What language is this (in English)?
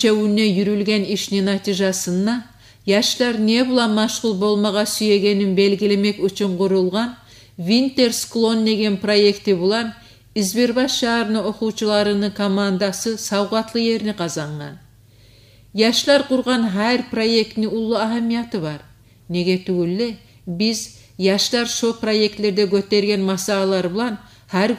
Kumyk